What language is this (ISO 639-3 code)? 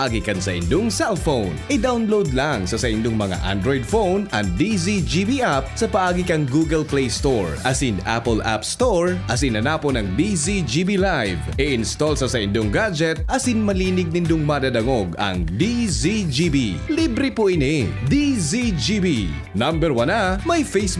bik